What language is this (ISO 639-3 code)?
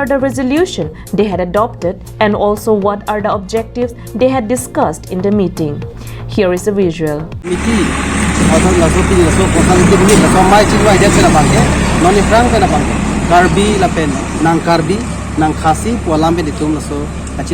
mjw